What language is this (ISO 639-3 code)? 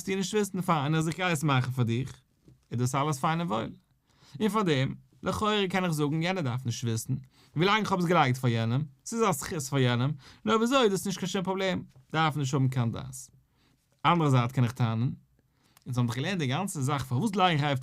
yid